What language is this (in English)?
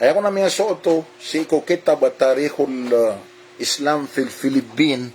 Maranao